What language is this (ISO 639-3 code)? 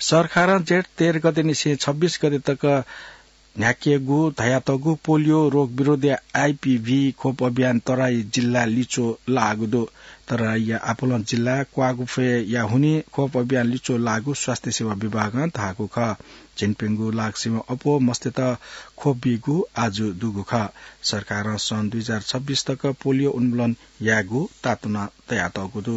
new